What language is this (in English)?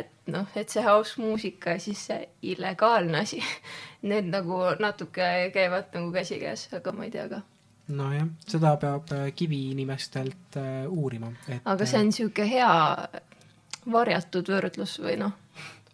Estonian